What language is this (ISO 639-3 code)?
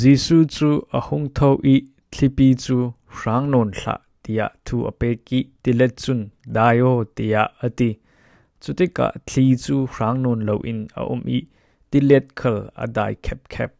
cfm